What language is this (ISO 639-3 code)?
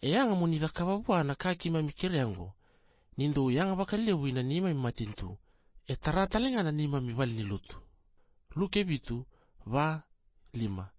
fij